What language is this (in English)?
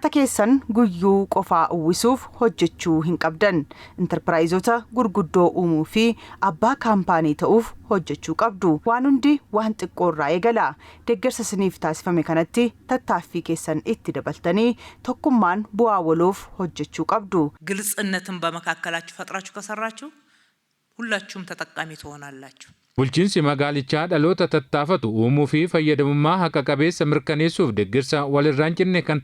Oromo